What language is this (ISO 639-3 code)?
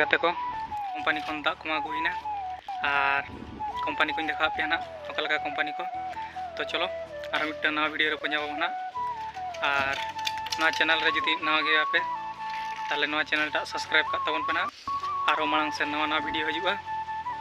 sat